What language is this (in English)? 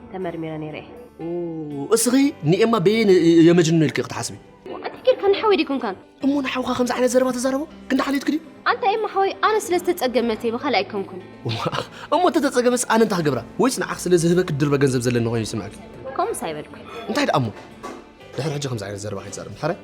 Tigrinya